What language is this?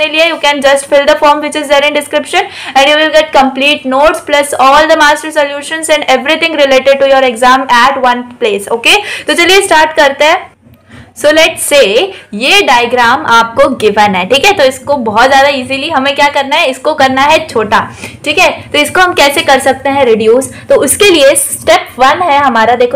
Hindi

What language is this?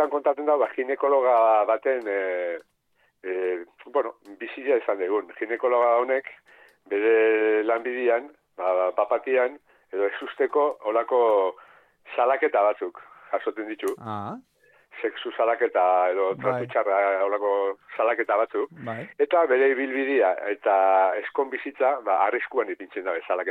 Basque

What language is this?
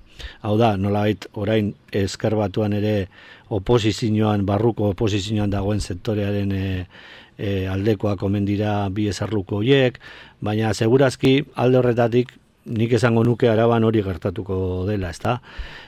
Basque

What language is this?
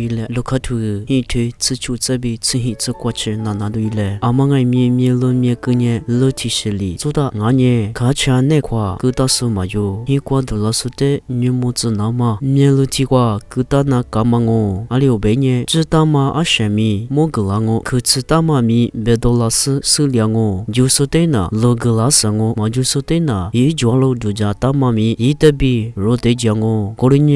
Lisu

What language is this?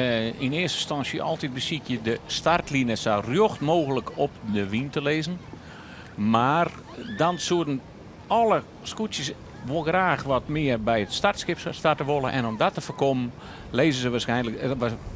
Western Frisian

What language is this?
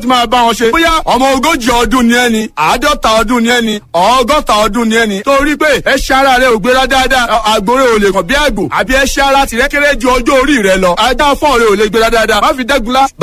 Yoruba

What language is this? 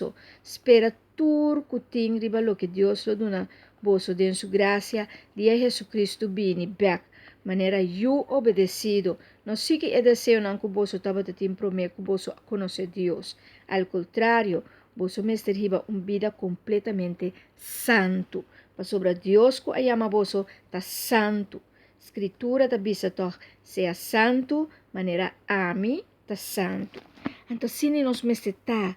Papiamento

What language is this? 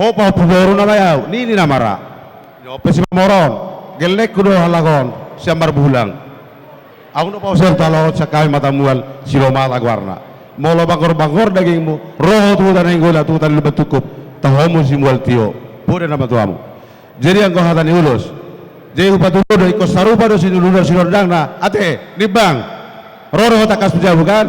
Batak Toba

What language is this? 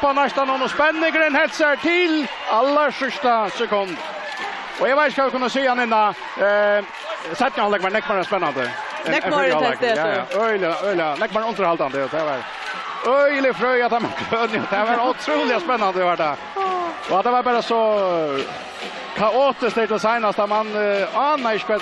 Faroese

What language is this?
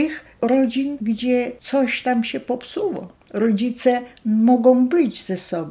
Polish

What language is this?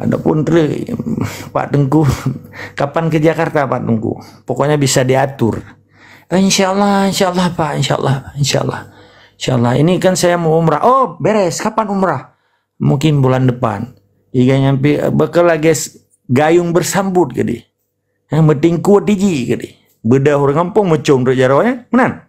Achinese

